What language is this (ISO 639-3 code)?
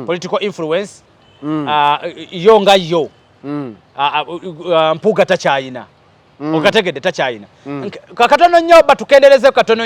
lug